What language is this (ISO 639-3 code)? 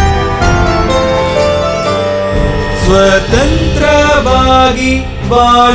kan